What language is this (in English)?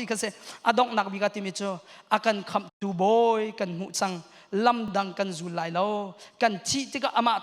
Hakha Chin